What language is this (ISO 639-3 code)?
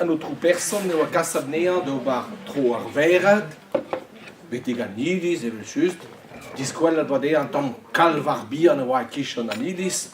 bre